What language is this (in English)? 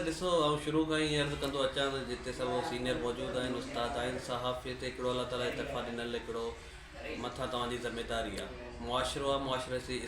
Sindhi